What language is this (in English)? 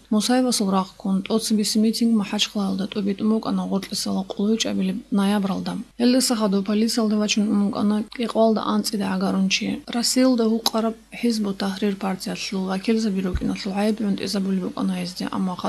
Avaric